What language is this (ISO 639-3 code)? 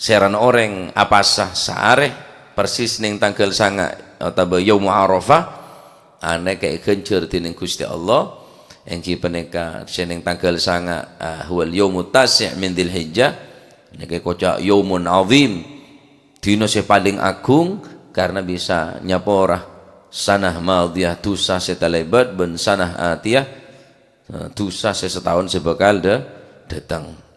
mad